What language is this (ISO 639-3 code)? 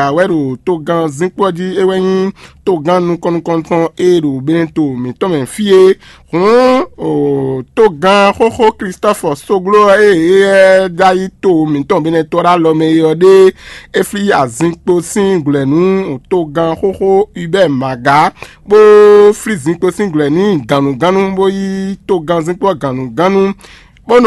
fon